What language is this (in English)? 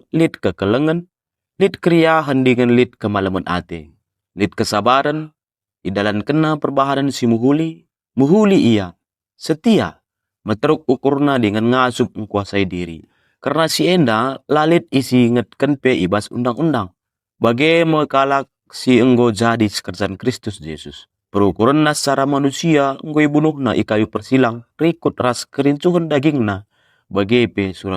Batak Karo